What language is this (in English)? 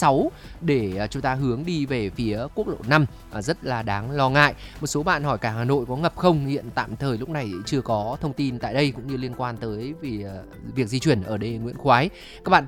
Vietnamese